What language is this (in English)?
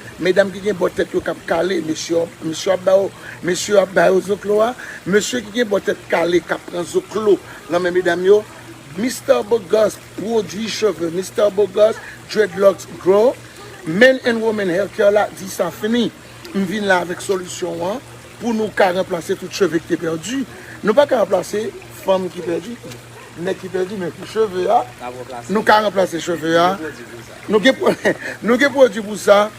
Haitian Creole